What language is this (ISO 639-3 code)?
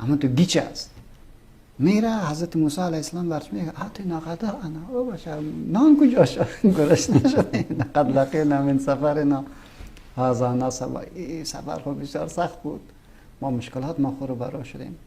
fas